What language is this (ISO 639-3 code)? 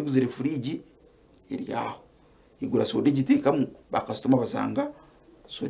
nyn